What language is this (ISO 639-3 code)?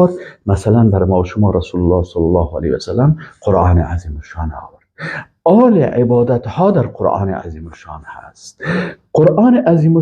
fas